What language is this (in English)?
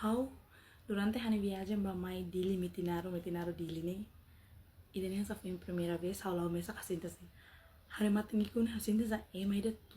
Tetum